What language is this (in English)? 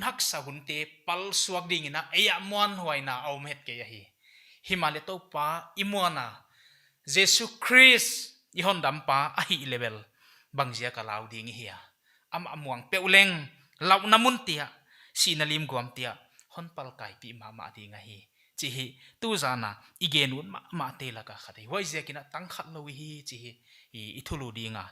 Paite Chin